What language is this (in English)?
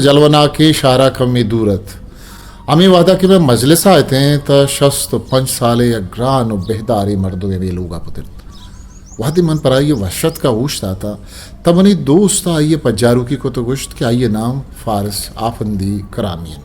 Eastern Balochi